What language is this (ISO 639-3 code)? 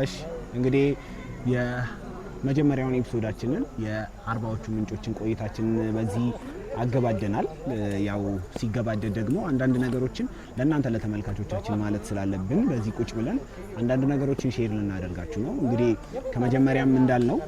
amh